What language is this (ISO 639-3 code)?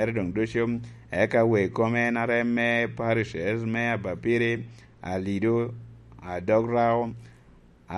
laj